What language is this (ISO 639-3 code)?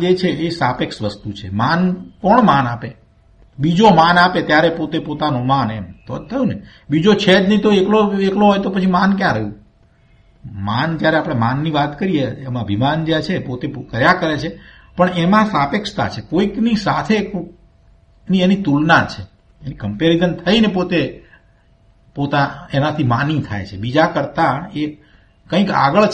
guj